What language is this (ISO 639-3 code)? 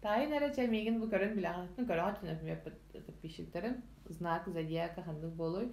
sah